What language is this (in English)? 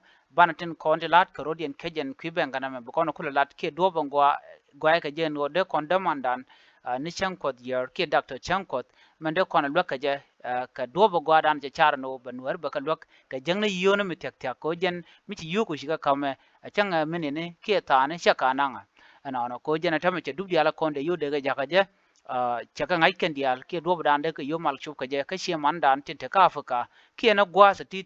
Nuer